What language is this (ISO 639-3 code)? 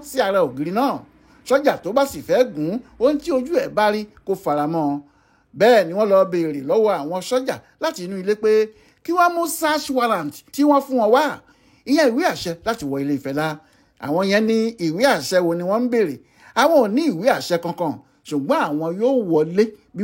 yor